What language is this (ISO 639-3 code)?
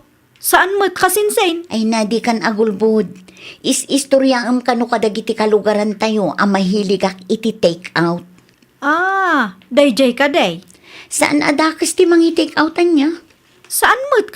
ilo